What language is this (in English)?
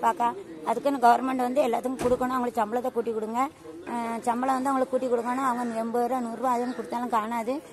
Tamil